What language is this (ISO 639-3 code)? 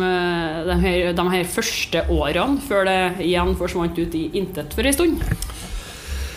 nor